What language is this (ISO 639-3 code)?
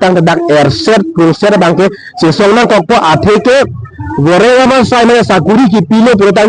mjw